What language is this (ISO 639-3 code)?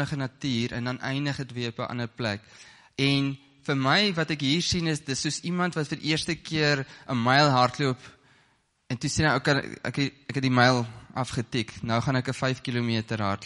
afr